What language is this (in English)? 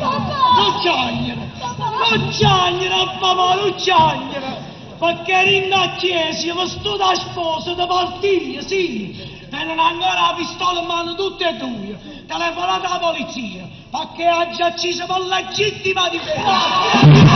Neapolitan